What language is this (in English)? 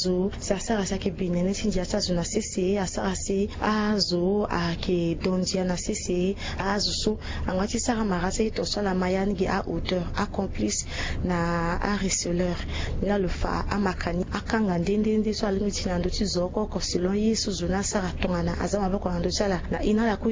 Sango